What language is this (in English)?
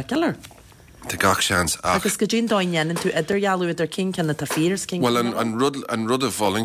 Irish